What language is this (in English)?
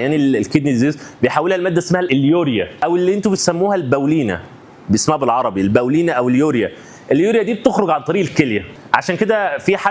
Egyptian Arabic